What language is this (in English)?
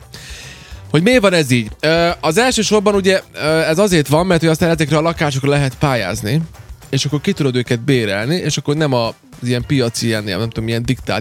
Hungarian